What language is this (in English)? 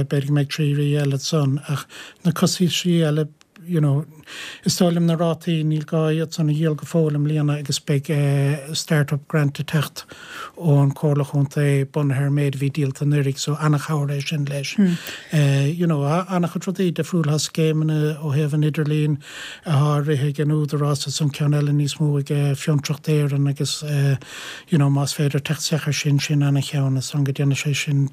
Irish